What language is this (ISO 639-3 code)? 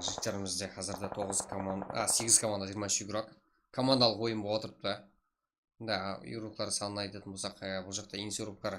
kaa